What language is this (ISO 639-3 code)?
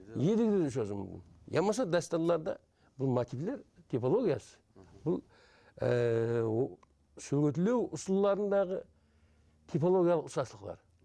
kaa